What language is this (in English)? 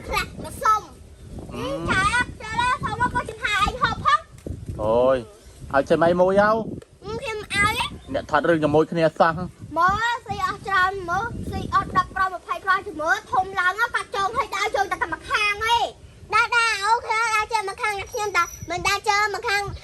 Khmer